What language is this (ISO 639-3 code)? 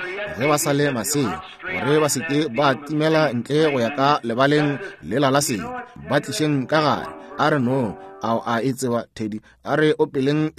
nso